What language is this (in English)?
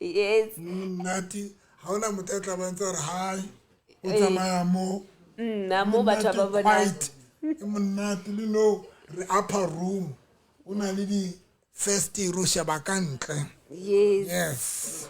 Southern Sotho